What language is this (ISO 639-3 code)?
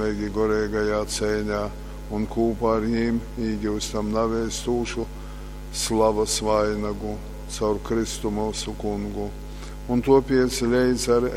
ltg